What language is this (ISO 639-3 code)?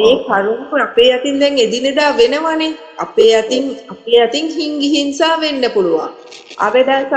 sin